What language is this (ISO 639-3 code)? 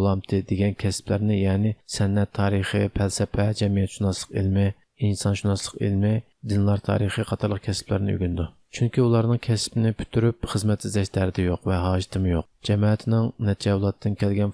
uig